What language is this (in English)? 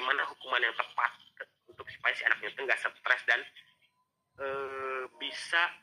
Indonesian